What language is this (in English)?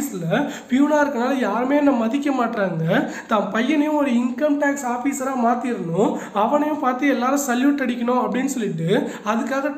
Tamil